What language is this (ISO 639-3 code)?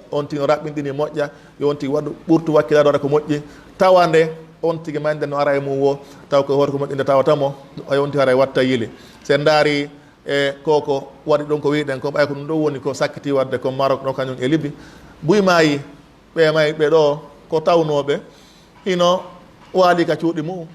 ful